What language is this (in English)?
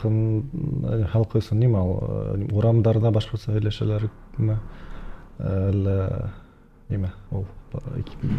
Bashkir